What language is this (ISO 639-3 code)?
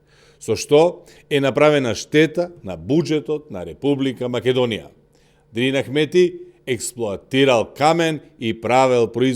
mkd